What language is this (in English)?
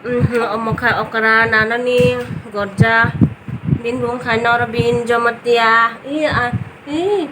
Kok Borok